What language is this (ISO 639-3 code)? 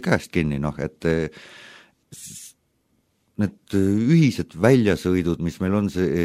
est